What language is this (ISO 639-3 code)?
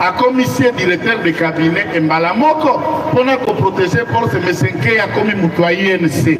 lin